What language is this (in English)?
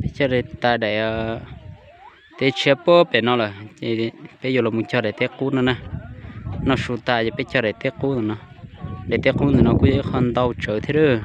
Hmong